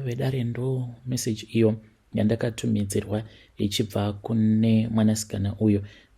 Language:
Shona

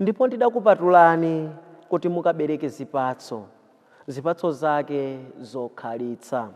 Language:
Nyanja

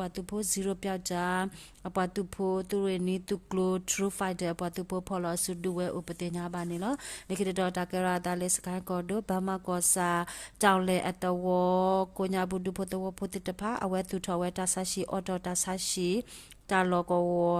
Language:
S'gaw Karen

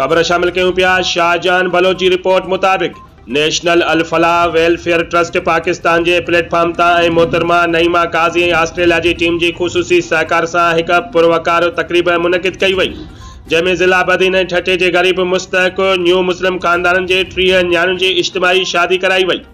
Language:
Sindhi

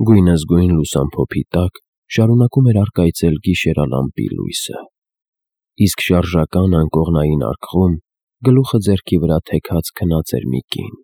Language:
Armenian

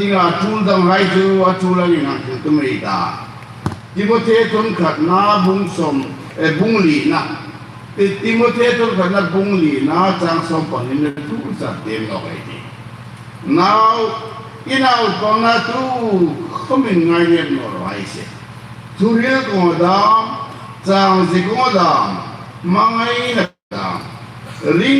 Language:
Hmar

